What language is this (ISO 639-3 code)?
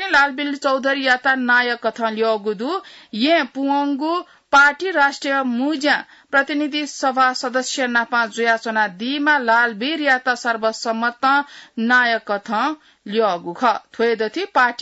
new